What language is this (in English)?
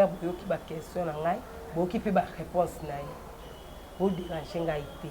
Lingala